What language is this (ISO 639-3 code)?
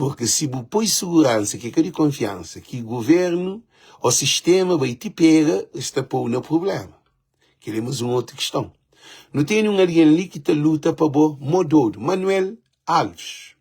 kea